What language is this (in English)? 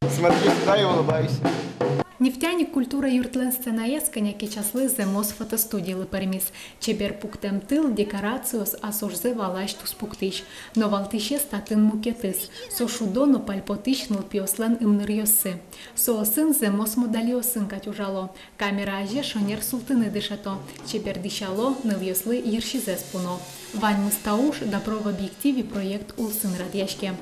Udmurt